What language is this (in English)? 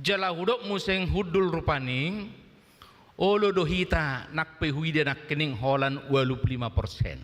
Batak Toba